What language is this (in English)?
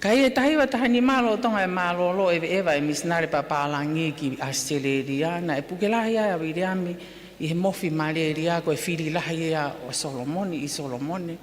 Tongan